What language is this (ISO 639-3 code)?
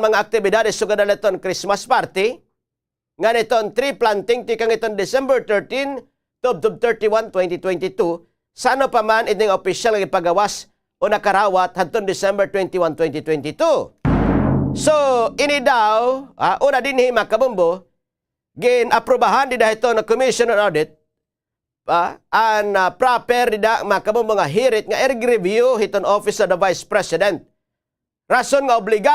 war